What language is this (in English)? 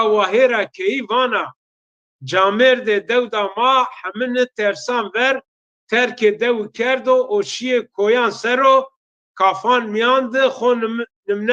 Zaza